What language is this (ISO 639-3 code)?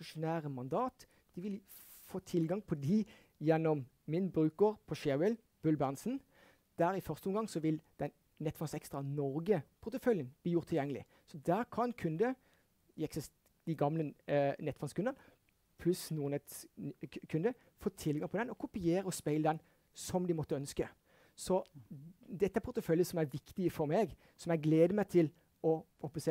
nor